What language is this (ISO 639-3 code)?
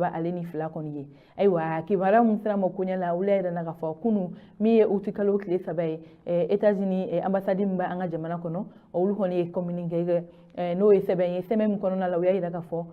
bam